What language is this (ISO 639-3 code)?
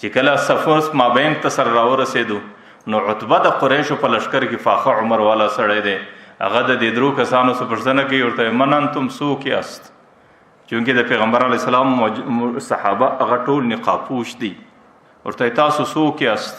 pus